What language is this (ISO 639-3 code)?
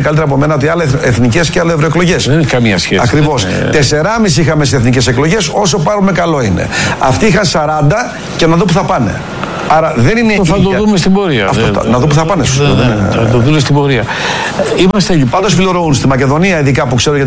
ell